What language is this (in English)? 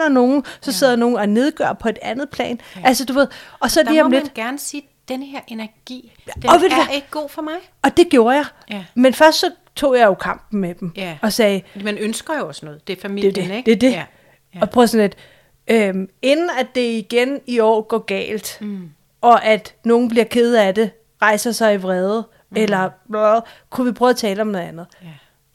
Danish